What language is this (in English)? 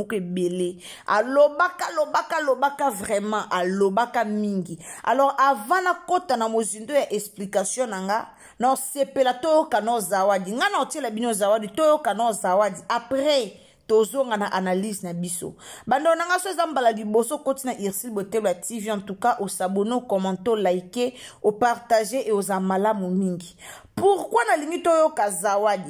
Lingala